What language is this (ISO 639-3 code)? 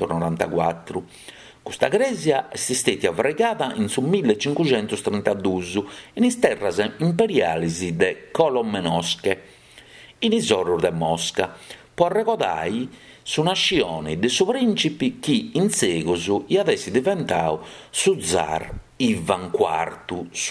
srd